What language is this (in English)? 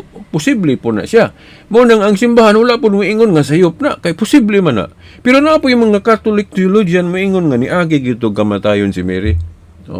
Cebuano